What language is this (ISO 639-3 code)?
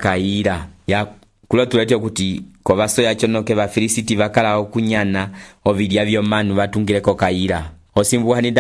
umb